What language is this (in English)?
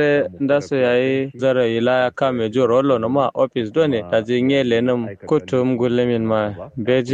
Kanuri